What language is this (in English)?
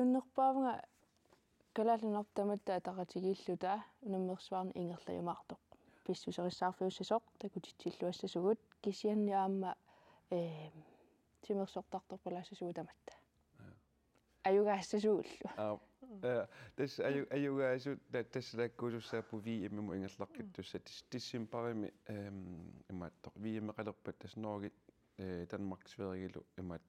Kalaallisut